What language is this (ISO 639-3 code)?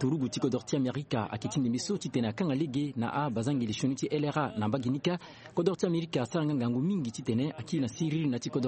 sag